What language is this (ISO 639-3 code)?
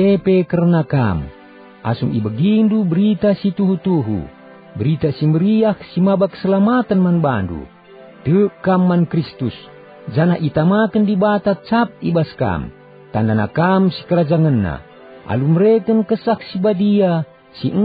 btx